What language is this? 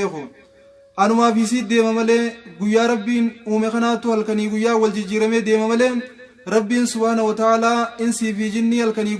Oromo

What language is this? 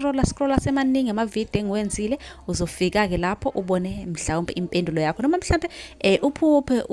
Zulu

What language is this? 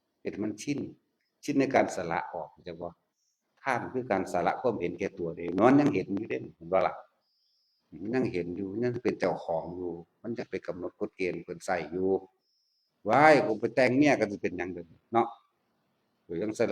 Northeastern Thai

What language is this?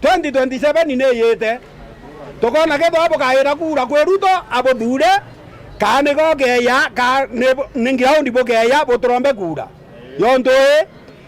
Meru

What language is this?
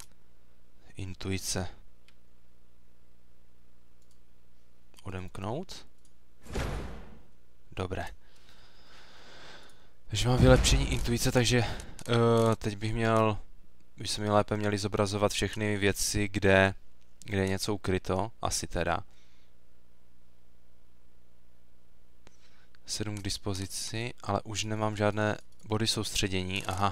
Czech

